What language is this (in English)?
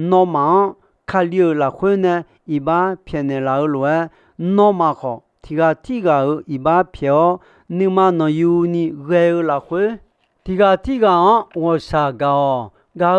Akha